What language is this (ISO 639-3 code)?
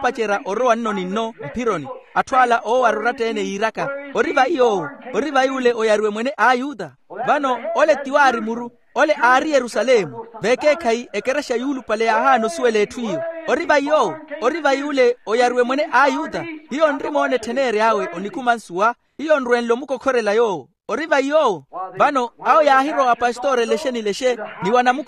vmw